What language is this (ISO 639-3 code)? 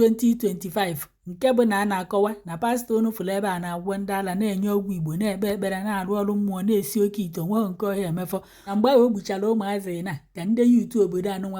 ibo